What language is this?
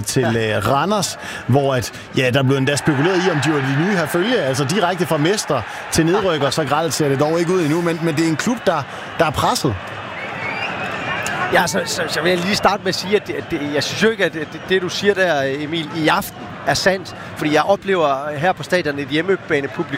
Danish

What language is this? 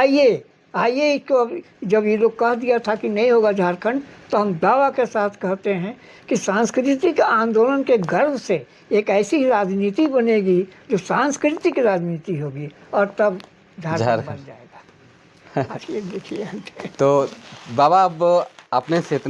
Sadri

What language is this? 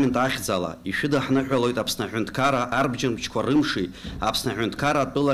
Abkhazian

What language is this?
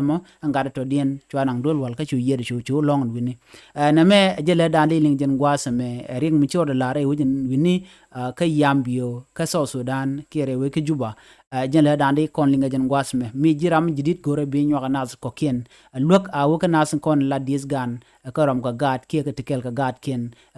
Nuer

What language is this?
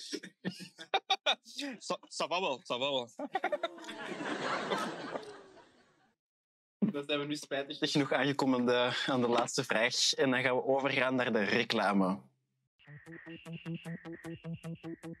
Dutch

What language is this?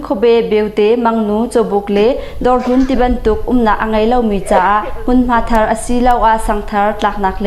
Hakha Chin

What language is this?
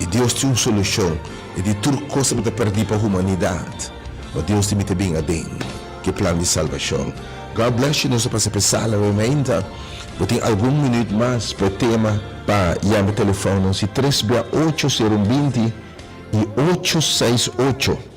Papiamento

